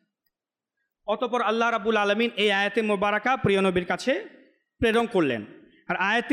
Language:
Bangla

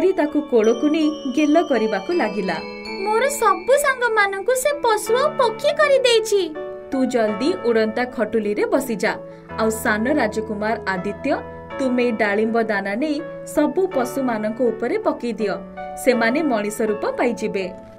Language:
Odia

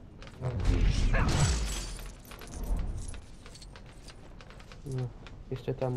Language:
Polish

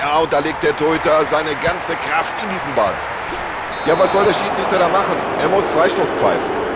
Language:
Bavarian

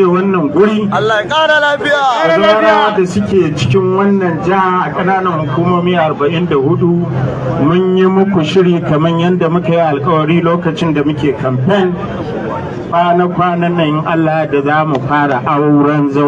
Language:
Hausa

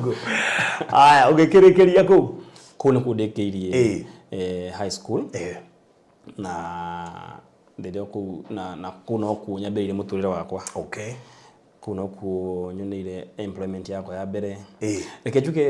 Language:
Kikuyu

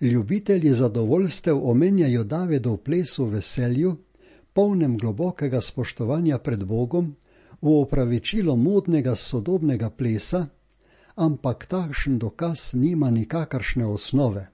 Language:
Slovenian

